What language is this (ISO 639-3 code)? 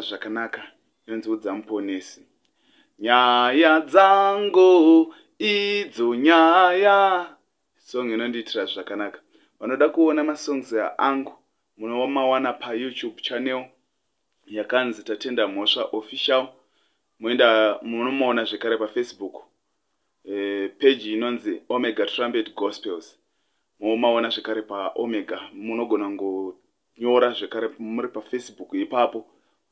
sna